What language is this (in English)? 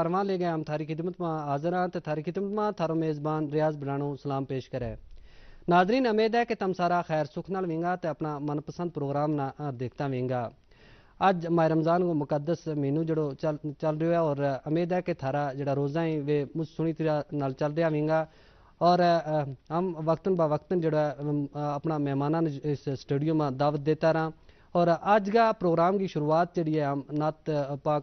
Gujari